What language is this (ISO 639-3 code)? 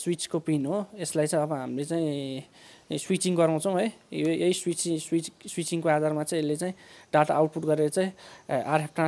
nep